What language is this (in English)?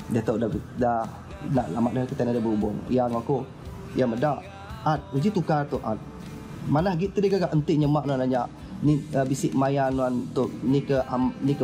Iban